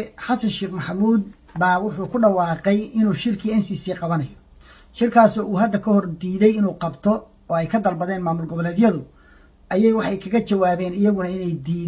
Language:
Somali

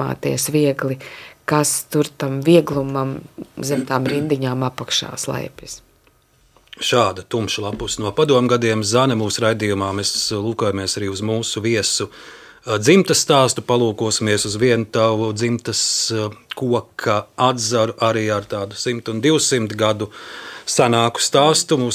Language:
Latvian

